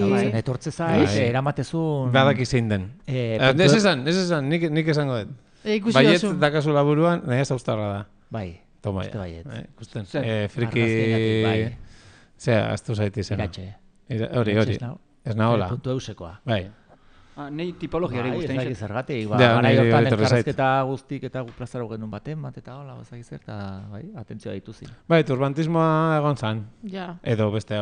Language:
Basque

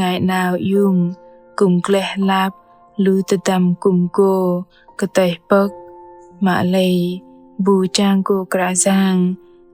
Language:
Bahnar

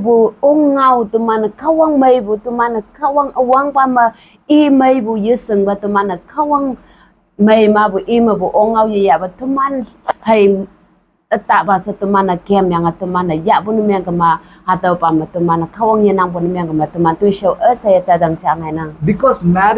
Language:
Konyak Naga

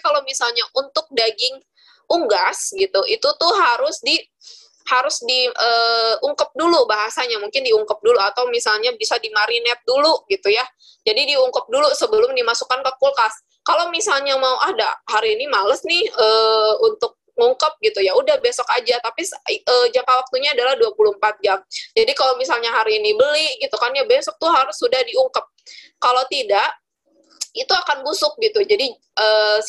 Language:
Indonesian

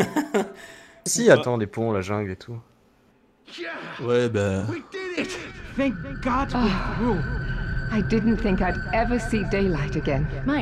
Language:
French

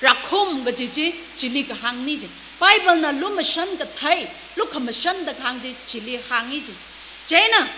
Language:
Tangkhul Naga (India)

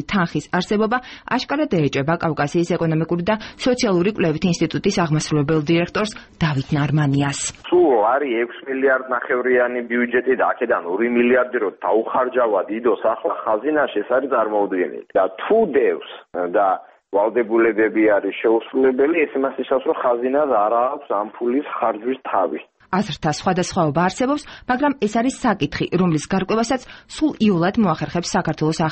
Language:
Georgian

